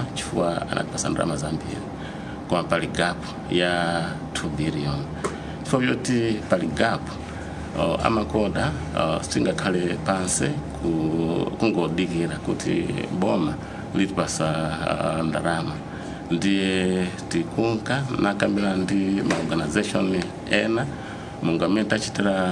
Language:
Nyanja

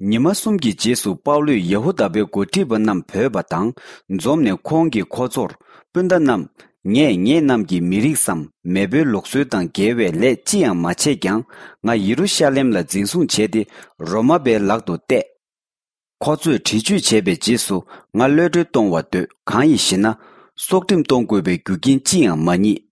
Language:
Tibetan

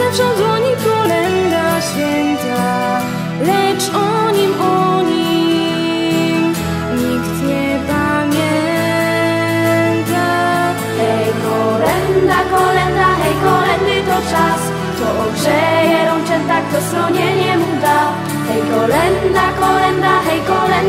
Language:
Polish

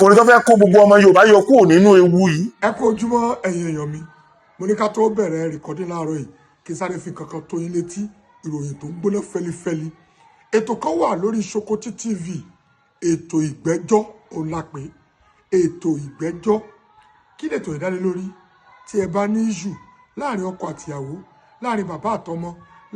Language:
Yoruba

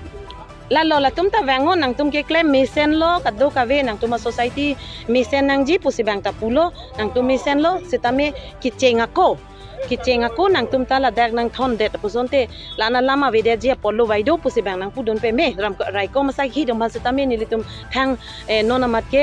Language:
Karbi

